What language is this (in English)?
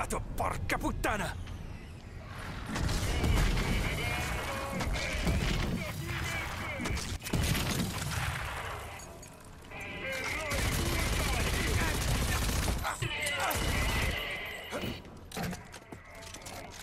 Italian